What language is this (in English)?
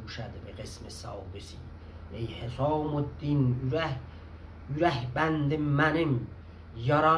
South Azerbaijani